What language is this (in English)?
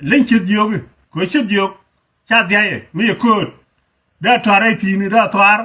Nuer